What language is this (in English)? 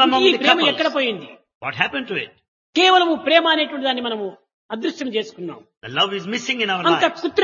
Telugu